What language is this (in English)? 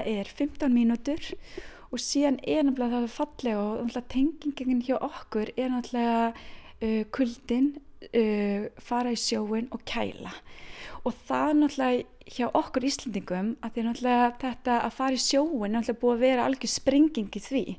Icelandic